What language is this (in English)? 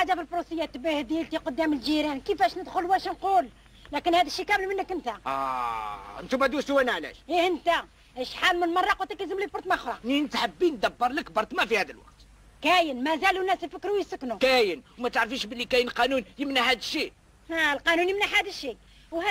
Algerian Arabic